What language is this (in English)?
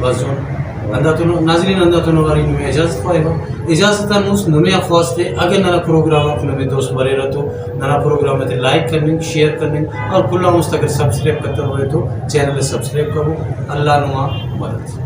Brahui